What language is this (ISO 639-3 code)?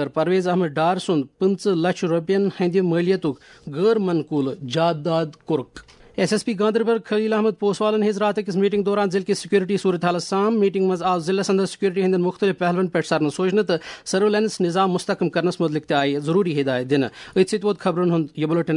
kas